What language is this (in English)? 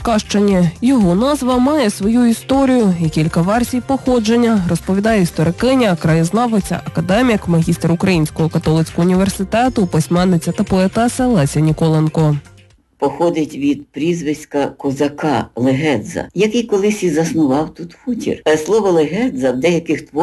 Ukrainian